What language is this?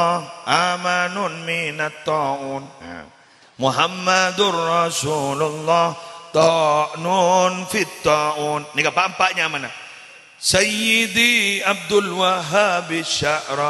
Madurese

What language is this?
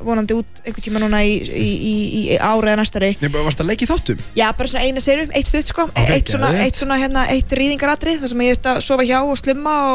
Icelandic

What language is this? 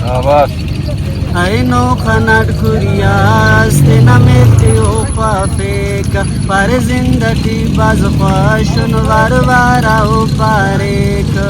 Brahui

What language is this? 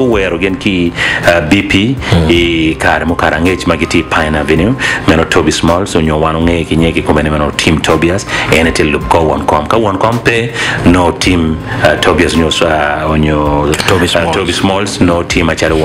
Acoli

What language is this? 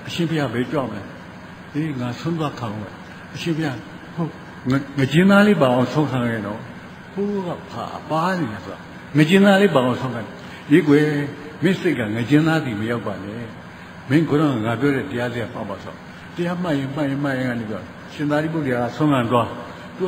Burmese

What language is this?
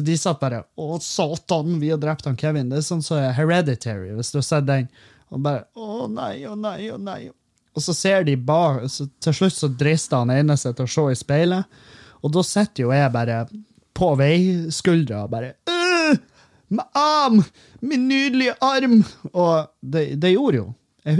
Norwegian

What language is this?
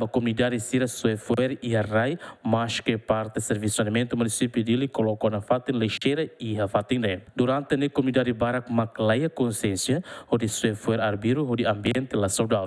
Tetum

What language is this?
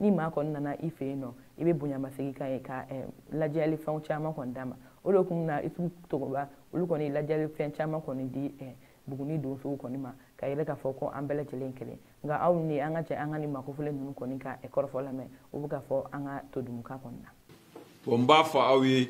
Bambara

